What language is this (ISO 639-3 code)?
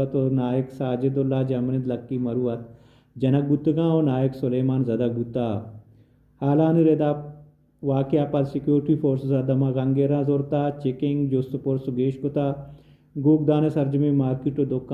bal